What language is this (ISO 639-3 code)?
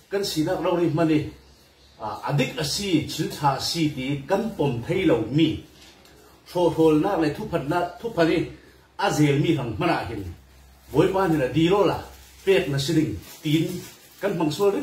cfm